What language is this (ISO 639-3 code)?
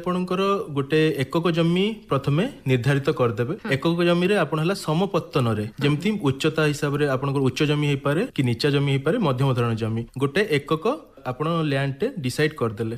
ori